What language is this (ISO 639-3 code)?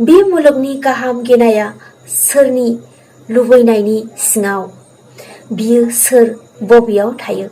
brx